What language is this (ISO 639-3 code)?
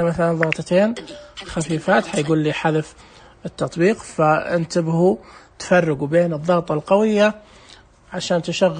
ars